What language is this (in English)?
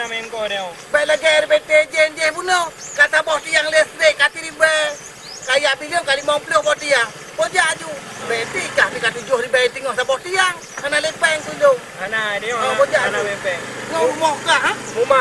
Achinese